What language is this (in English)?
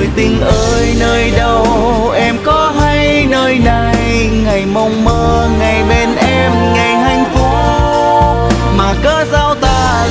Vietnamese